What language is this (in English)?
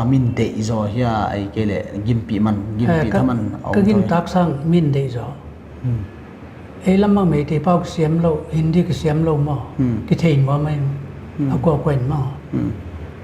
Paite Chin